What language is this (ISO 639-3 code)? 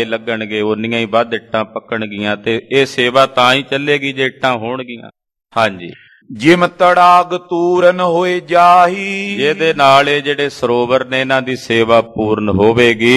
pan